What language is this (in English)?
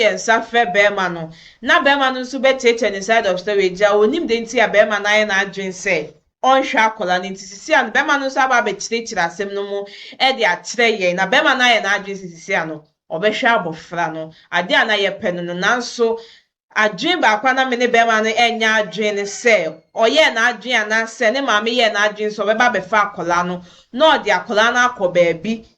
Akan